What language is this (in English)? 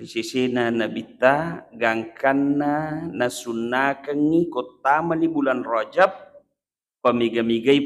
Buginese